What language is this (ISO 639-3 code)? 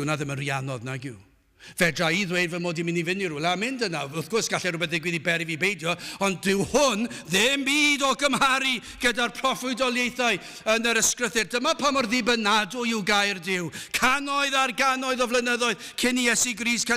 cym